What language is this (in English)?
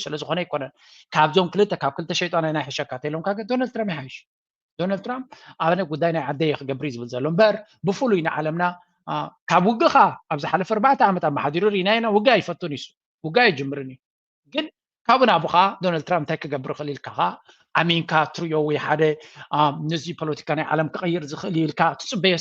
Tigrinya